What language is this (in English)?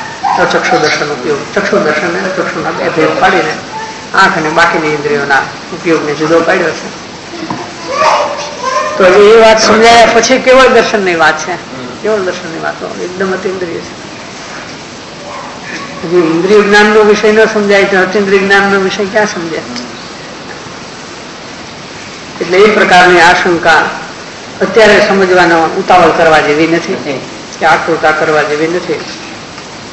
Gujarati